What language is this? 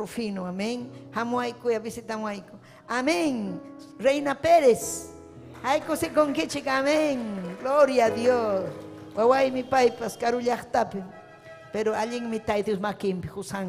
Ayacucho Quechua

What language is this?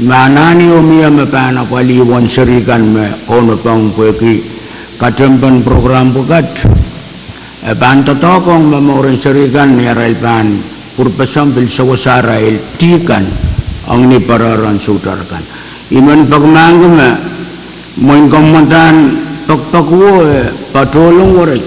Pohnpeian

